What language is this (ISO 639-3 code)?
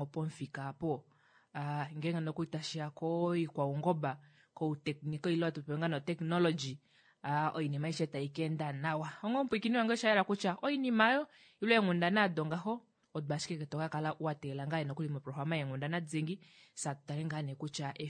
kua